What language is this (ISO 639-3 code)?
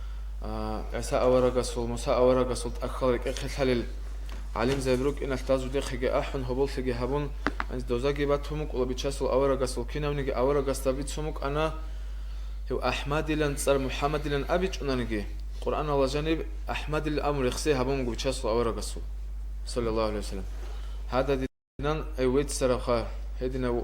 ava